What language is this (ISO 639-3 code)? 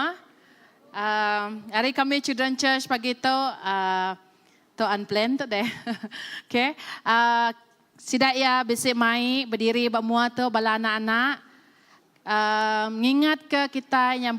iba